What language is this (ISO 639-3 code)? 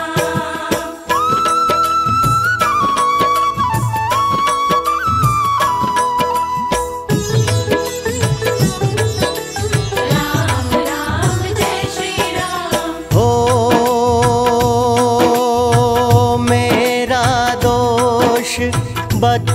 hin